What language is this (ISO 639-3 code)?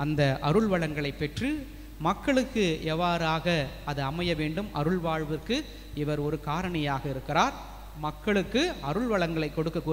tam